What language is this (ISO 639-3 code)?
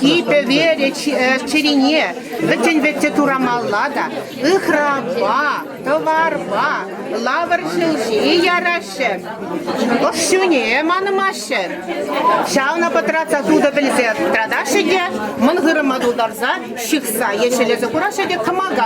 chv